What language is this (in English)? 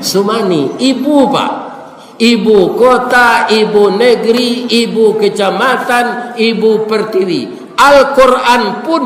Minangkabau